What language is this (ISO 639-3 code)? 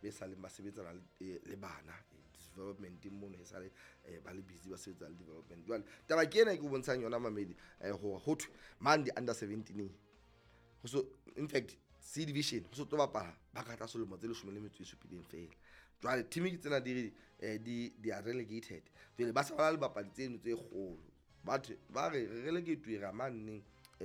sot